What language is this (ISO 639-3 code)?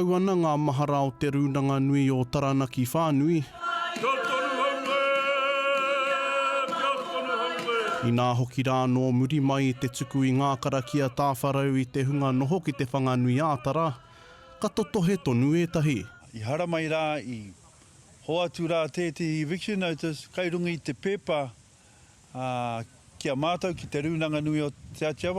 mri